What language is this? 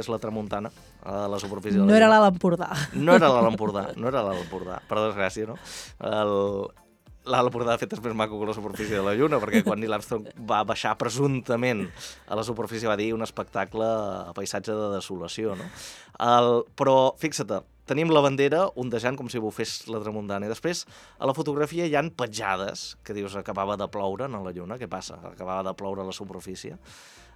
Catalan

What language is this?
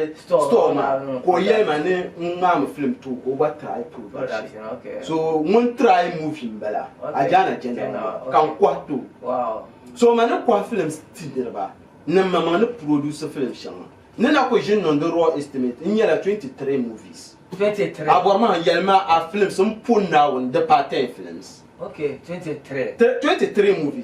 Dagbani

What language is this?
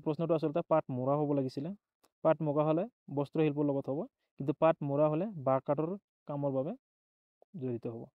Assamese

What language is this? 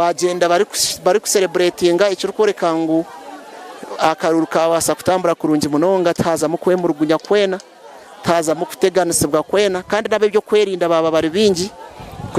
Nyankole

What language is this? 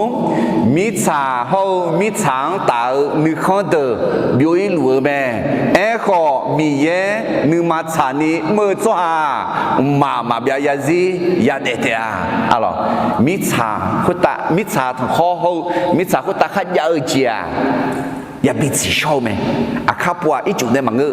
Akha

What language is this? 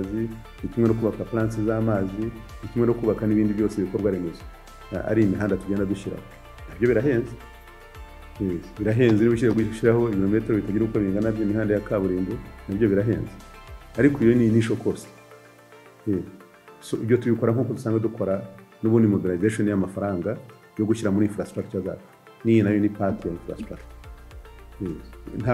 Kinyarwanda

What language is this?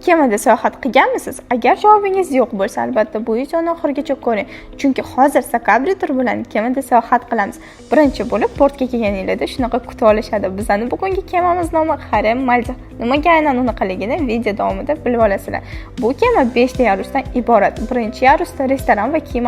Uzbek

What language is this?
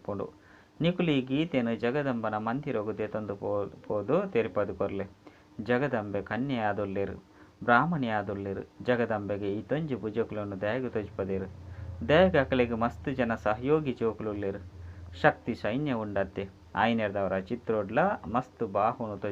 Tulu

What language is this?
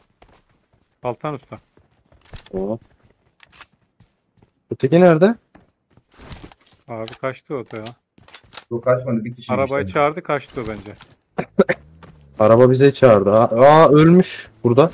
Turkish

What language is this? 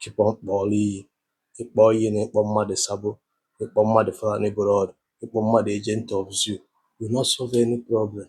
Igbo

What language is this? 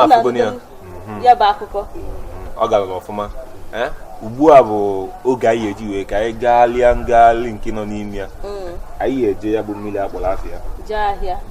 Igbo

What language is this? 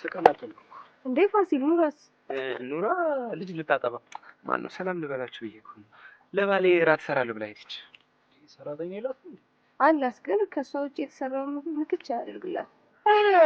Amharic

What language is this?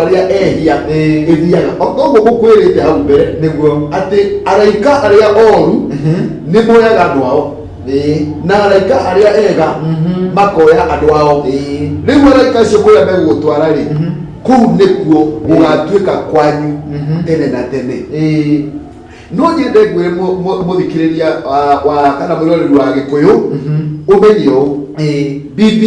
Kikuyu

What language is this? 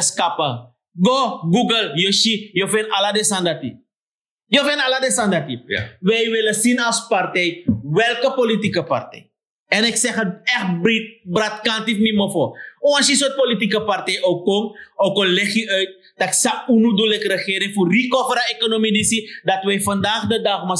Sranan Tongo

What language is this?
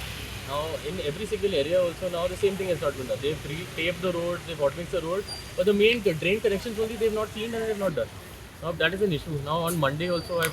Konkani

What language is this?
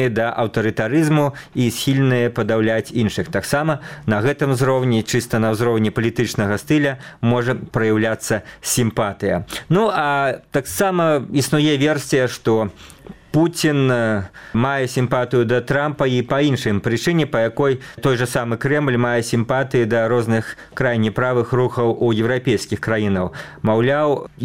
Belarusian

